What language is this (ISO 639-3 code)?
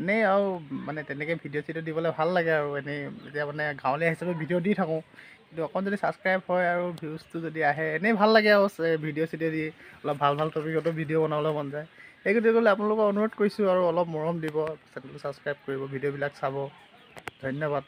asm